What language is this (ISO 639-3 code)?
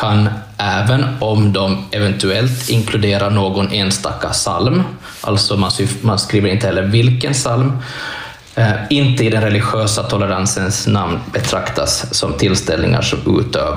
swe